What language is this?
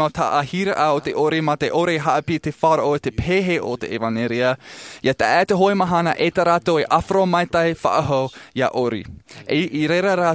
Tahitian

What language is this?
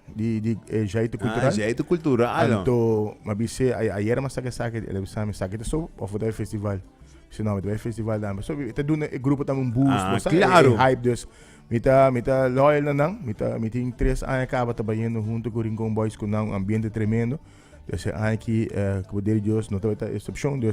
Papiamento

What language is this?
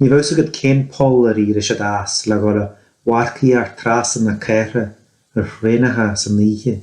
Irish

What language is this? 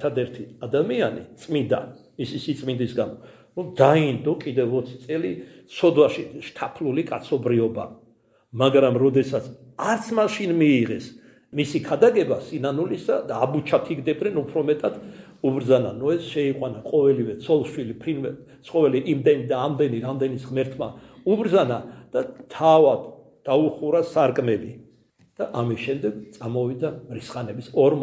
Georgian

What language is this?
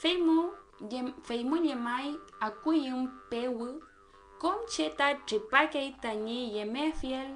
Mapuche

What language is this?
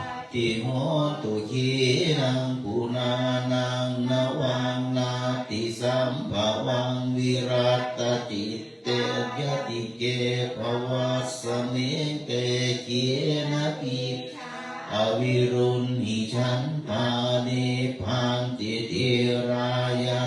Pali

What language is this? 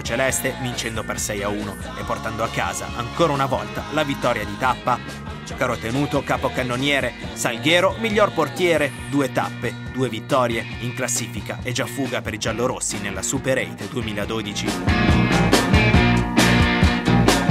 Italian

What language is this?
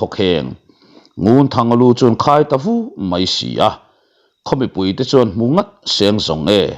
Mizo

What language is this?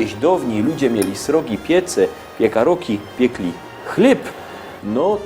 Silesian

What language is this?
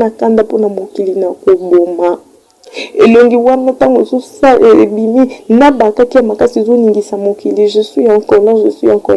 Lingala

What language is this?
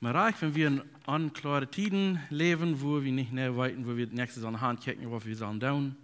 Plautdietsch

